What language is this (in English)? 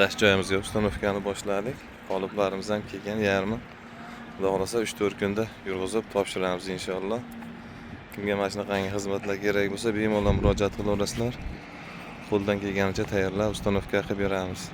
Uzbek